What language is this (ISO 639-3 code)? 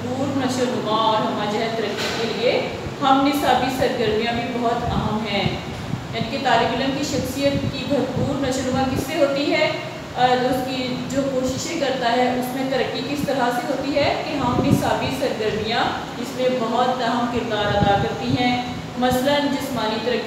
urd